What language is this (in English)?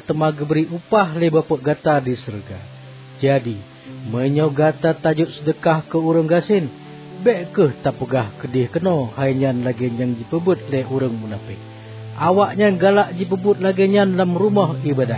Achinese